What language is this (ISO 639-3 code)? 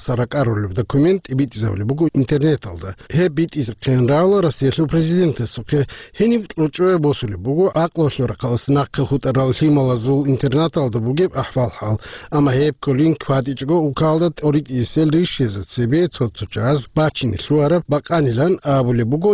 ava